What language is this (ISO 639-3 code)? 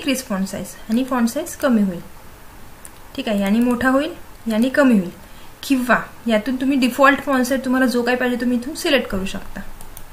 mar